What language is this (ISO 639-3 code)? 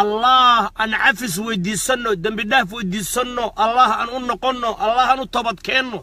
som